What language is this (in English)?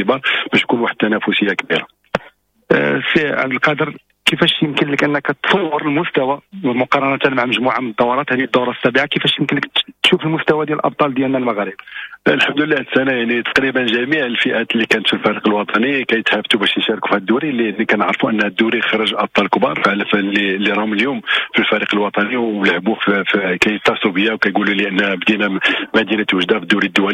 Moroccan Arabic